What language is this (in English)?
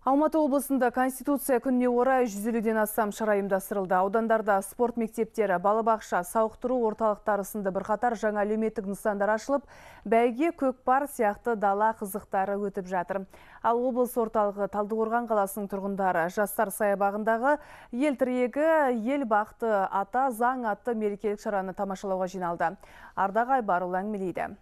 Kazakh